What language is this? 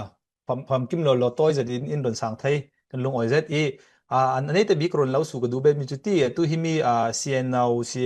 Falam Chin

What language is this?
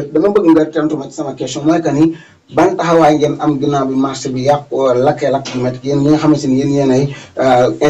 Wolof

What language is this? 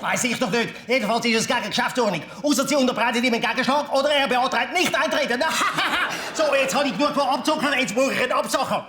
Swiss German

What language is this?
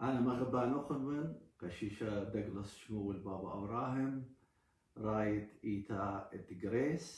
Assyrian Neo-Aramaic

